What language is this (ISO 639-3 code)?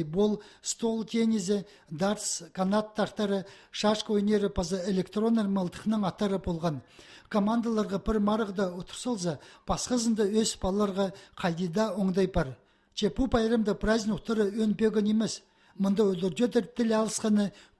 kjh